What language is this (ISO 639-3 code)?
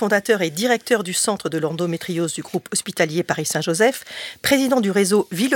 fra